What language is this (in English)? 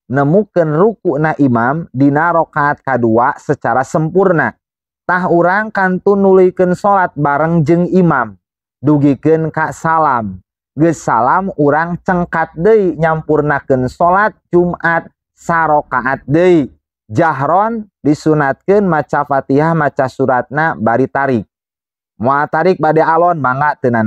Sundanese